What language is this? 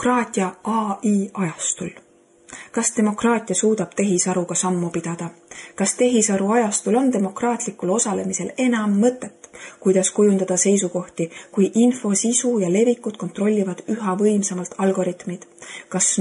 Estonian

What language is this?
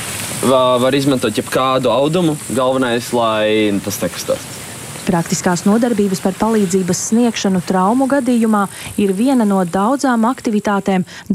Latvian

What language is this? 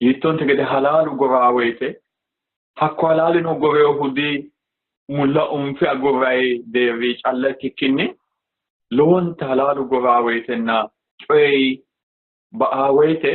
Sidamo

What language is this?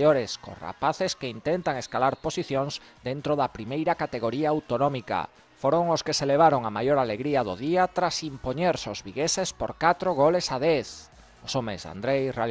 Galician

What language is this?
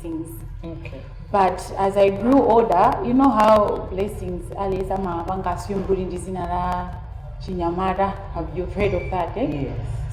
Nyanja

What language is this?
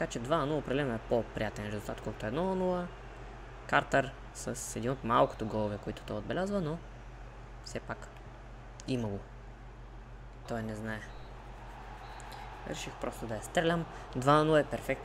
Bulgarian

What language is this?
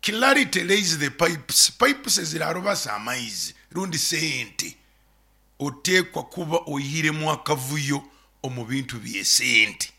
Nyoro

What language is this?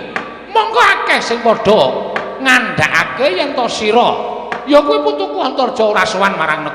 Javanese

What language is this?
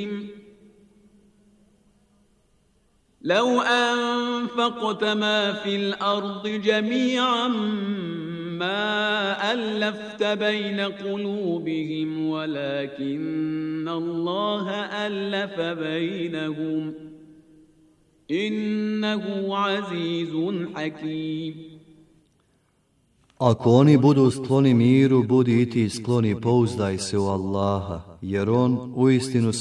Bosnian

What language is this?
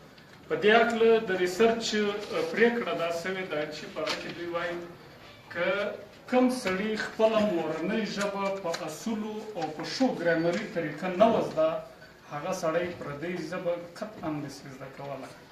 Pashto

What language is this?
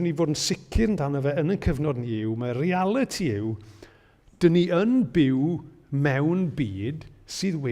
Welsh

